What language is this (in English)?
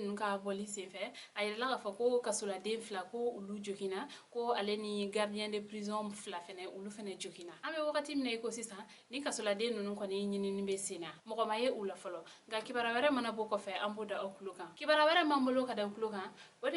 Bambara